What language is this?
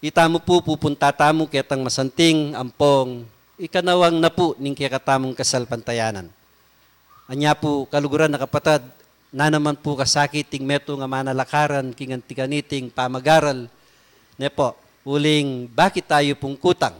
Pampanga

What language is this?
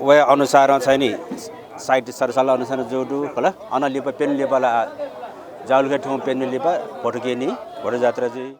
Newari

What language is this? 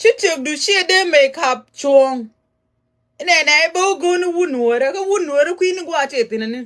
Nuer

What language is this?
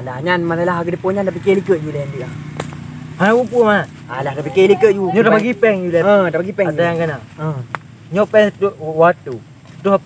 Achinese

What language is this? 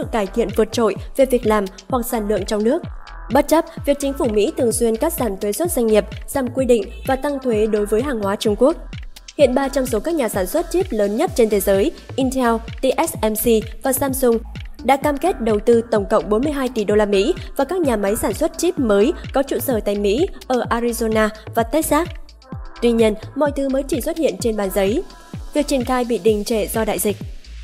Vietnamese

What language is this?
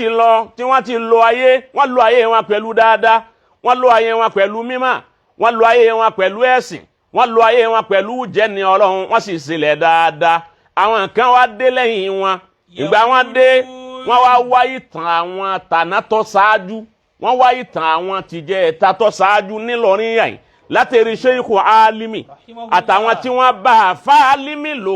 Yoruba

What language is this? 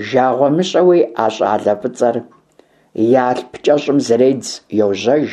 Kabardian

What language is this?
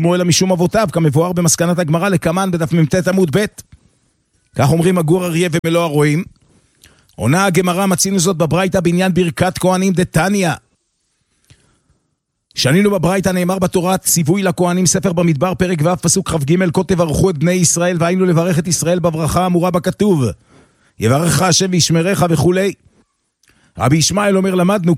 Hebrew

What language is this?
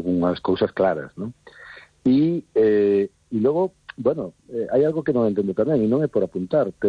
Galician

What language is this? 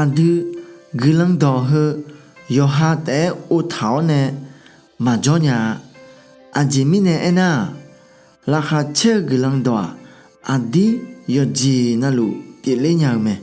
Akha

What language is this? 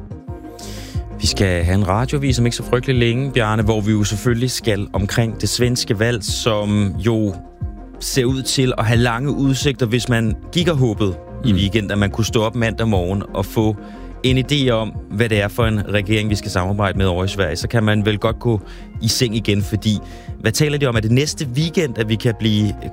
Danish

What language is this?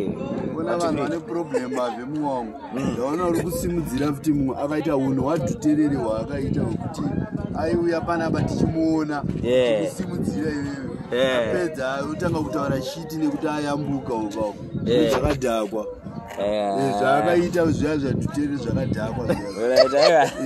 Shona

